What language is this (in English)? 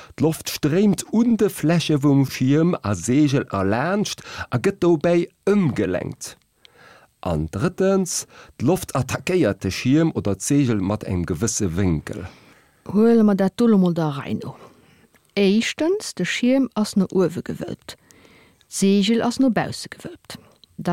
Luxembourgish